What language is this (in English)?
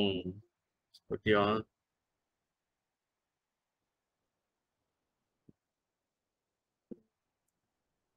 Malay